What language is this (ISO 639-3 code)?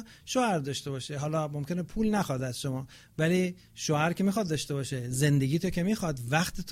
fas